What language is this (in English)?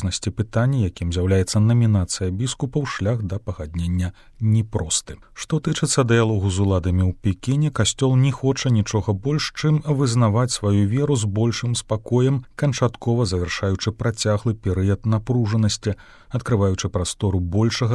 Belarusian